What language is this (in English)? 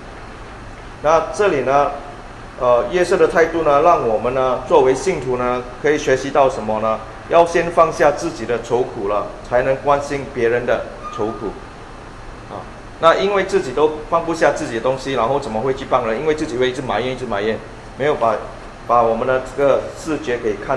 Chinese